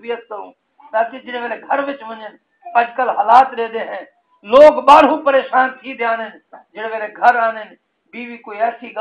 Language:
Saraiki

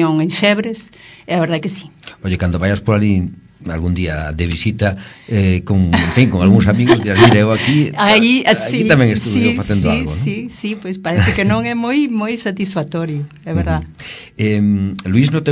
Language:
Galician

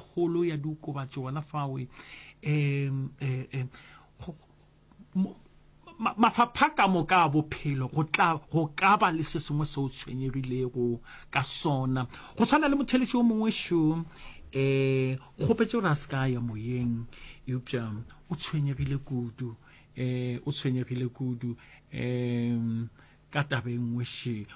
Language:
Northern Sotho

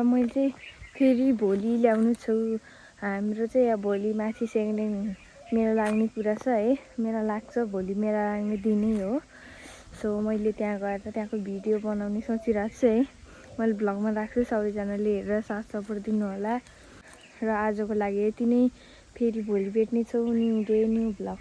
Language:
Nepali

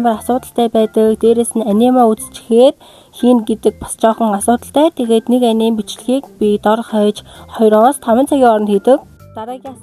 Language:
Mongolian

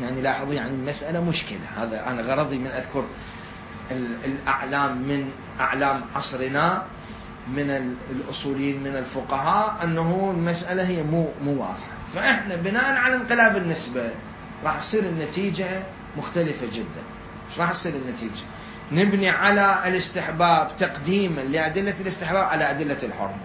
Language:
Mesopotamian Arabic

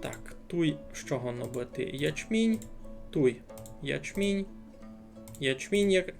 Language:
Rusyn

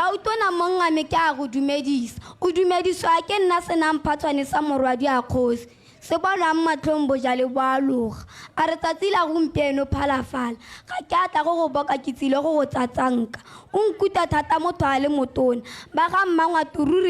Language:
Tswana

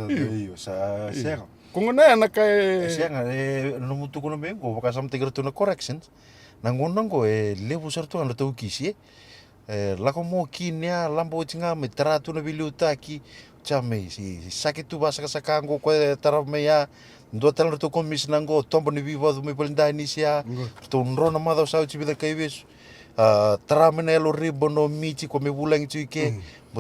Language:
Fijian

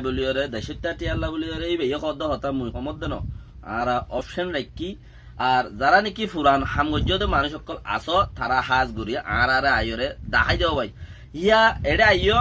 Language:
Rohingya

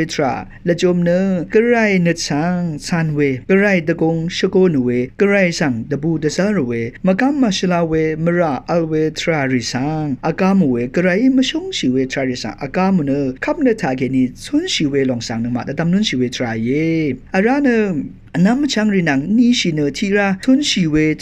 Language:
Rawang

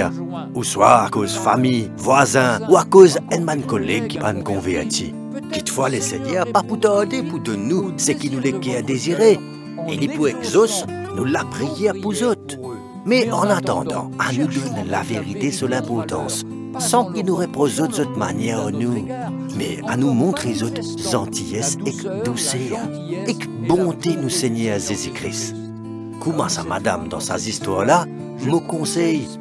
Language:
Morisyen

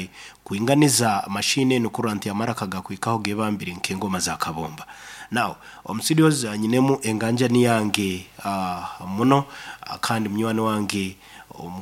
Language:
Nyoro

